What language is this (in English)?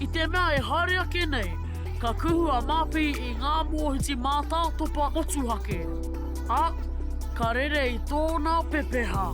Māori